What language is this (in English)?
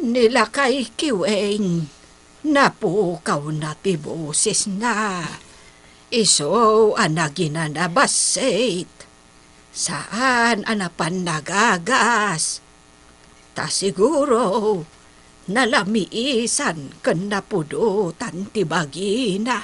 Iloko